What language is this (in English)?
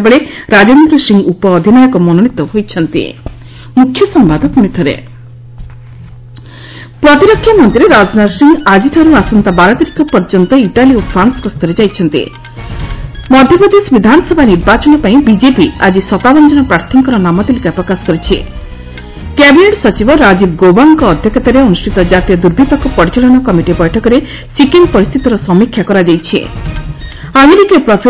Odia